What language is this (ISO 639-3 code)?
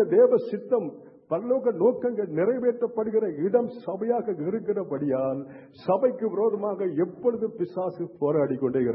tam